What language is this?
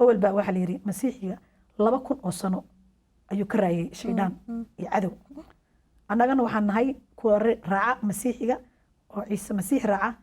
Somali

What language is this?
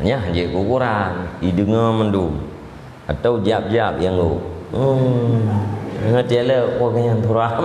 Achinese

